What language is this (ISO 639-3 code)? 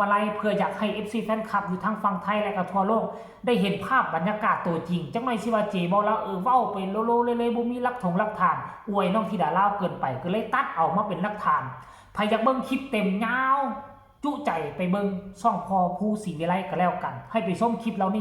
tts